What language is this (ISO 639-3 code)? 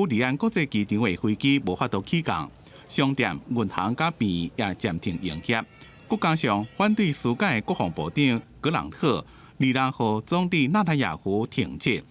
nan